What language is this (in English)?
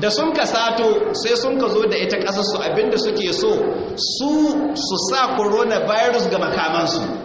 Hausa